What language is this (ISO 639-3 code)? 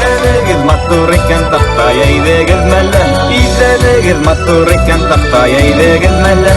tat